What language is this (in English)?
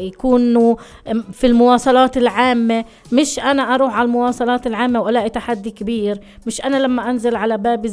North Levantine Arabic